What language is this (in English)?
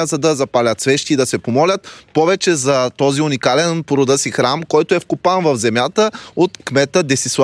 Bulgarian